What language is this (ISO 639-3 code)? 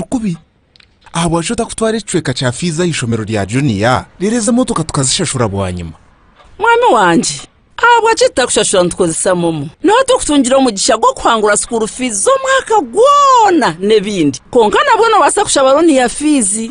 nyn